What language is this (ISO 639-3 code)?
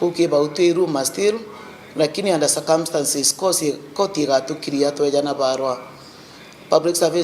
mer